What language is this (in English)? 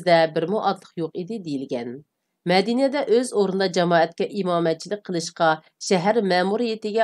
Uyghur